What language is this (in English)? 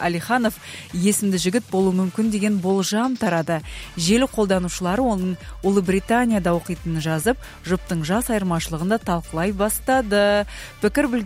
Kazakh